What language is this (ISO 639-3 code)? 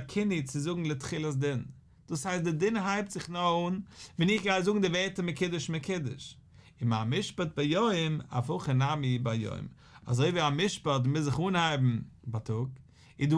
yid